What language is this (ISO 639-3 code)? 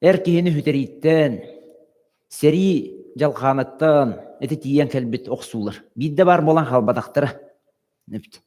sah